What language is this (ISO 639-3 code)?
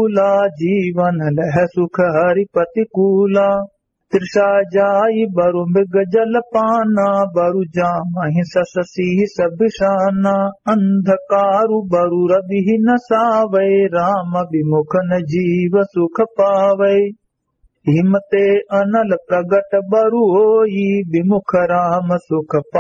awa